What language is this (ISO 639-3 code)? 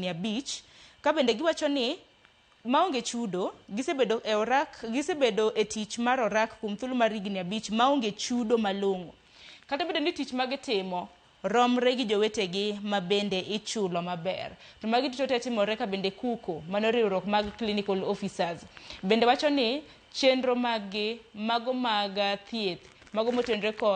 luo